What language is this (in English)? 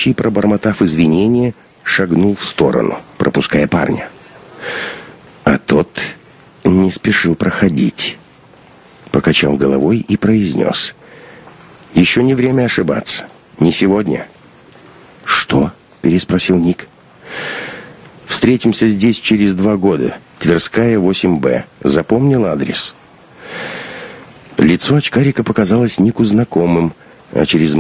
Russian